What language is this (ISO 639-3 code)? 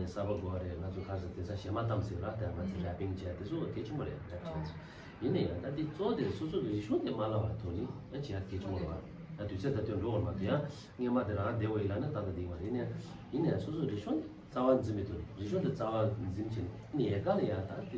bod